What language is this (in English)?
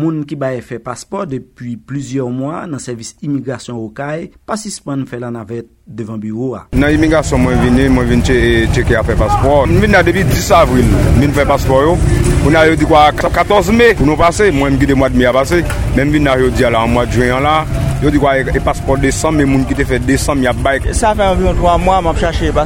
Haitian Creole